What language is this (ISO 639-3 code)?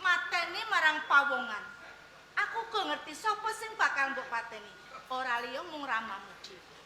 jav